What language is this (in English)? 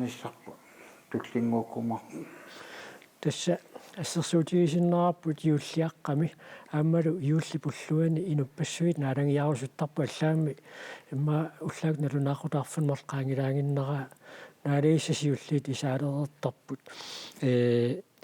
Kalaallisut